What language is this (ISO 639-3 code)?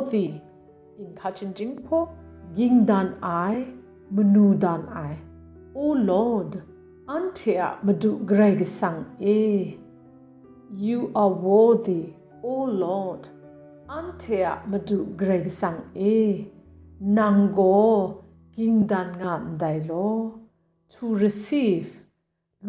kac